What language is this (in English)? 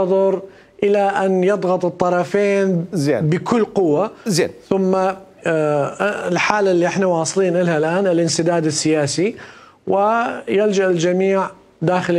Mesopotamian Arabic